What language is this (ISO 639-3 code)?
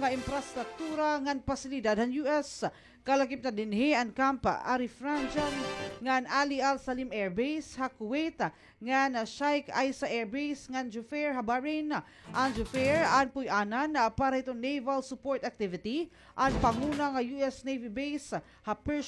war